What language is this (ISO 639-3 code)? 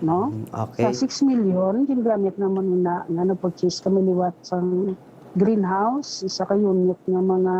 hil